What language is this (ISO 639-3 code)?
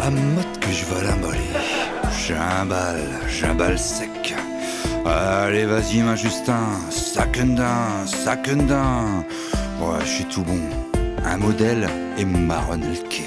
pcd